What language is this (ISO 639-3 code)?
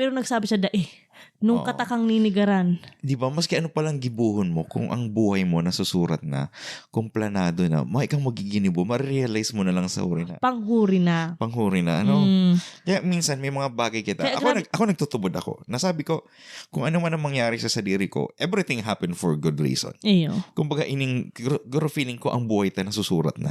bik